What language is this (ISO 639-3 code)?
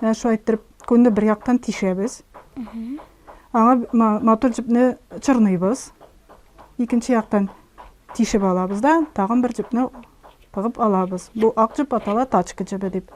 tat